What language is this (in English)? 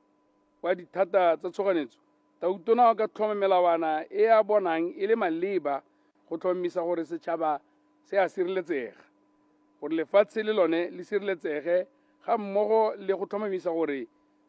Tswana